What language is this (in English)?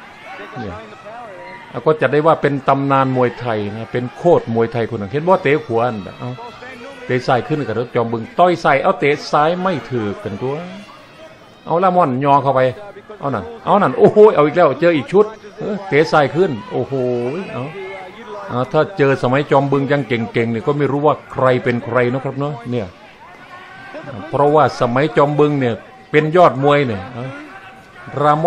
Thai